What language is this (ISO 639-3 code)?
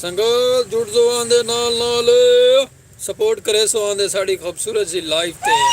skr